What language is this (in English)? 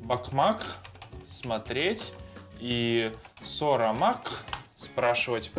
Crimean Tatar